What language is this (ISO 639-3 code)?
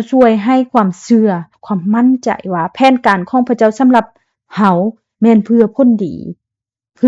lao